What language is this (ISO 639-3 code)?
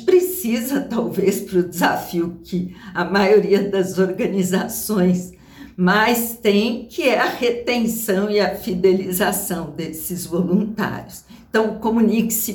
por